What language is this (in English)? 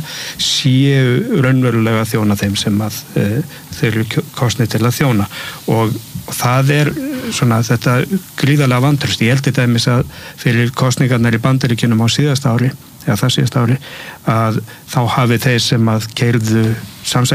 Icelandic